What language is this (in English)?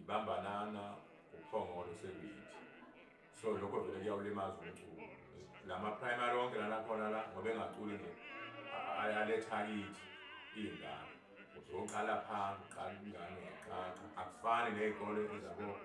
Zulu